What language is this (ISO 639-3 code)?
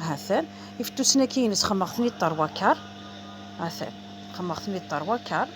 kab